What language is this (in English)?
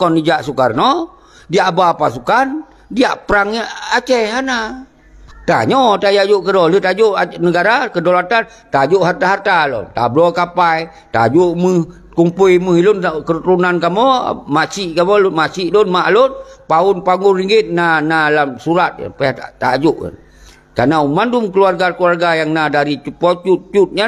Achinese